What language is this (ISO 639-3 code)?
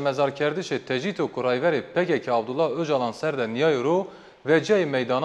zza